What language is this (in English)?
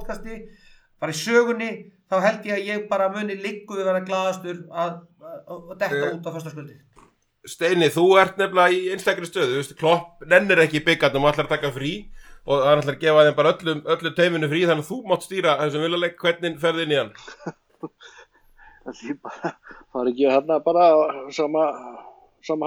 Icelandic